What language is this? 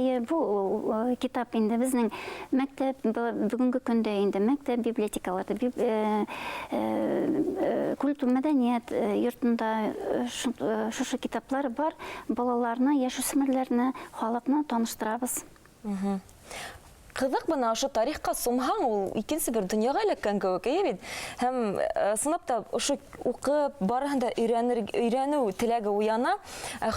Bashkir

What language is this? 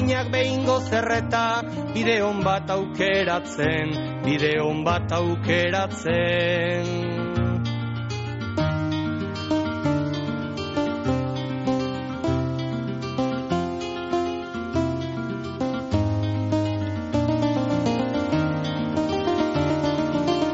Basque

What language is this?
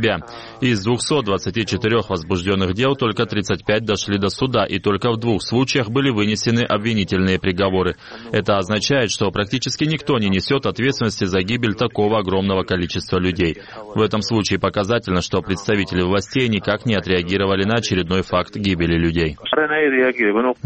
Russian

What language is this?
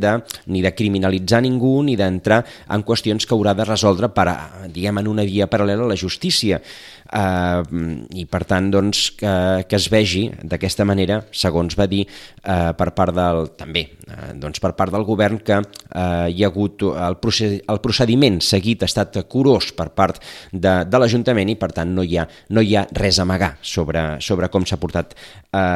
Catalan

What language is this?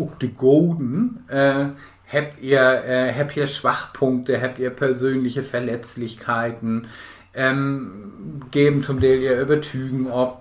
Low German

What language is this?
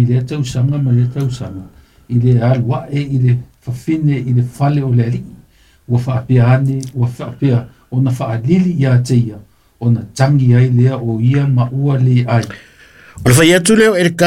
Samoan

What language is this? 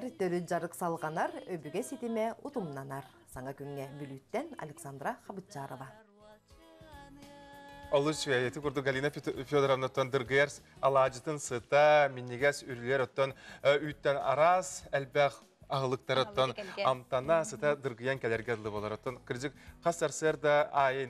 Yakut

